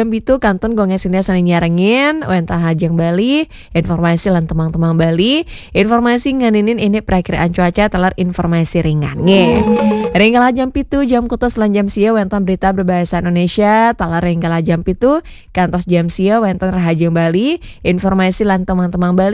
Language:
Balinese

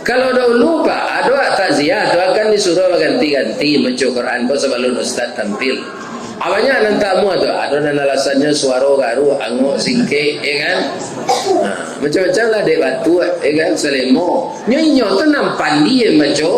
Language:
Minangkabau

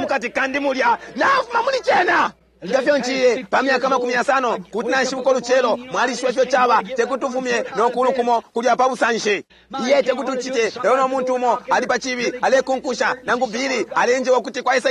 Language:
Bemba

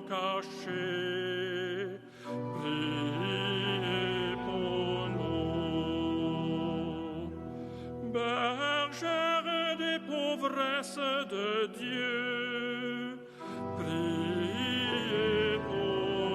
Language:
Luxembourgish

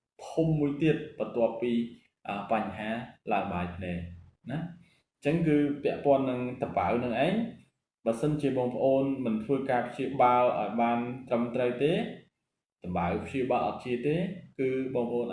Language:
Khmer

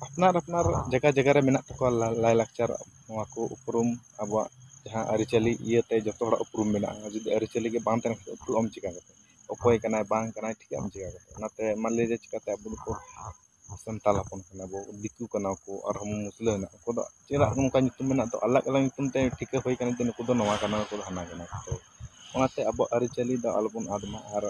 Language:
Santali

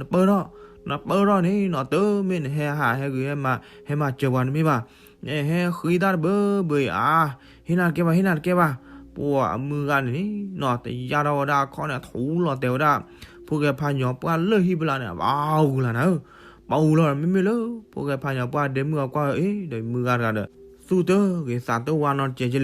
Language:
S'gaw Karen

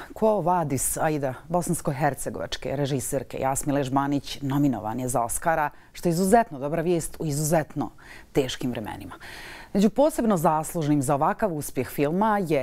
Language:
Serbian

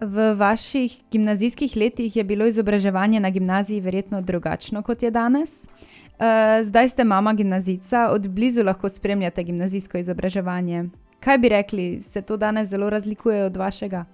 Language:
Slovenian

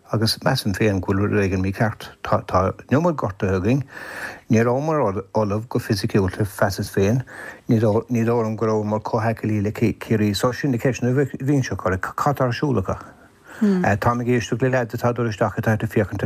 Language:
Irish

